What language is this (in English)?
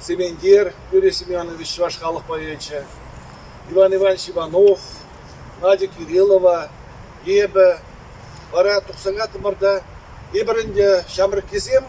Chuvash